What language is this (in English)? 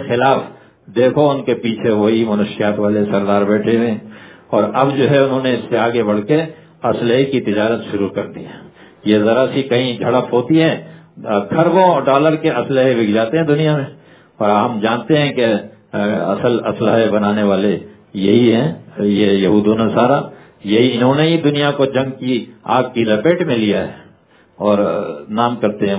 Urdu